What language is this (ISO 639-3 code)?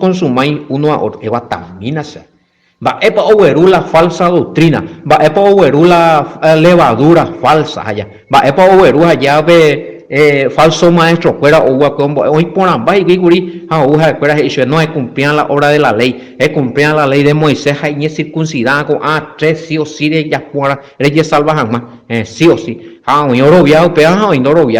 grn